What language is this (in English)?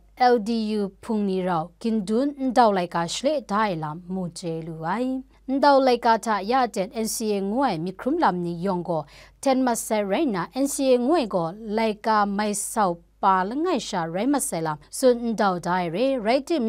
Kachin